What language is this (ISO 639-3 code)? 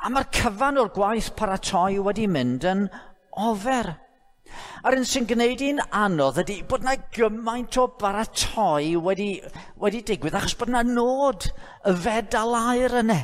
cym